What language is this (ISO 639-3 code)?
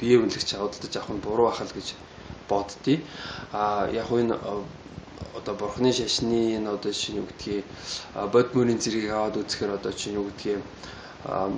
mon